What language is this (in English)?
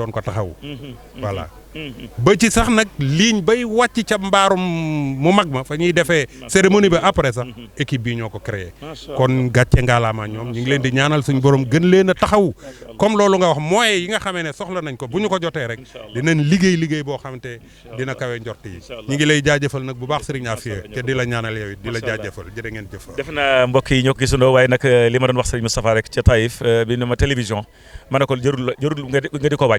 Wolof